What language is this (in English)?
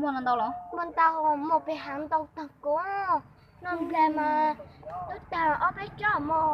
Hmong